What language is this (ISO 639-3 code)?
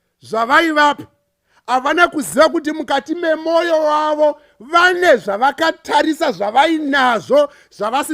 sna